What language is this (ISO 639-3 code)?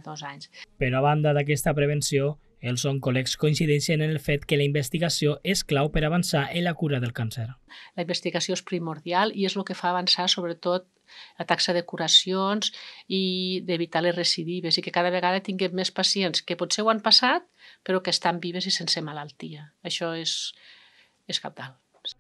cat